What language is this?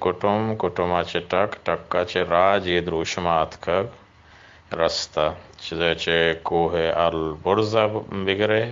Eastern Balochi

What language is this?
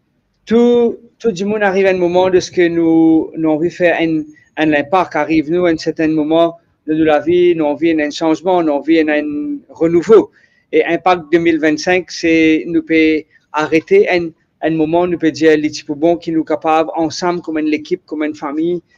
Morisyen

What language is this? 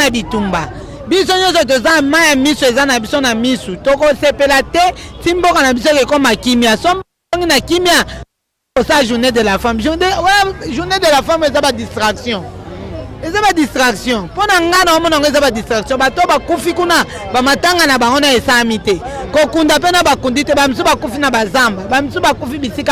Lingala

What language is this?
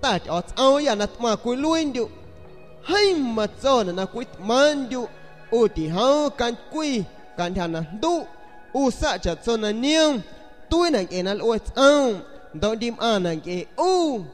San Pedro Amuzgos Amuzgo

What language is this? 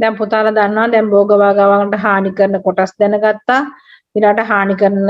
Sinhala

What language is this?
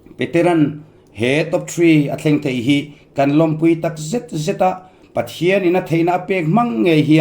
Mizo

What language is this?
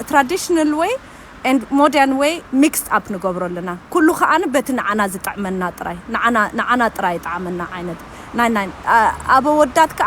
Tigrinya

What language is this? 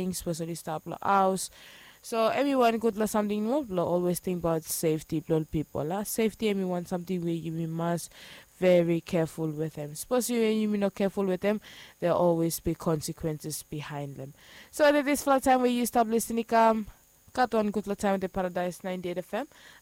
Bislama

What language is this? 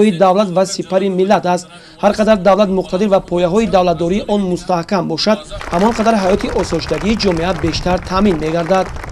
Tajik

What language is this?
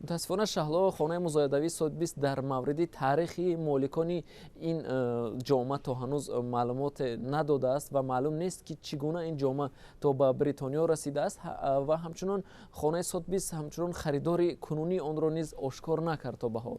Tajik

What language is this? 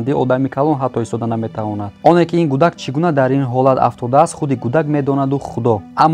Tajik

